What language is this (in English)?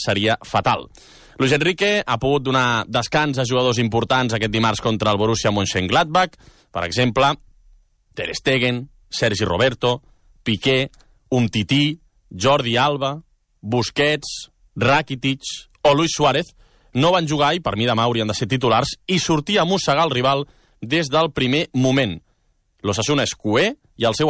Catalan